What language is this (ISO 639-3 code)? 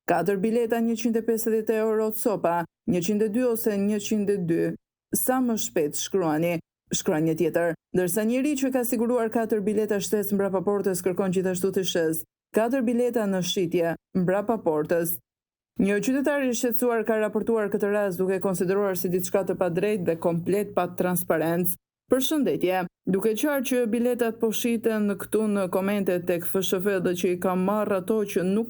sqi